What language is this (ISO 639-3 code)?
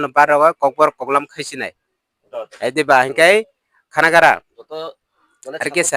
trp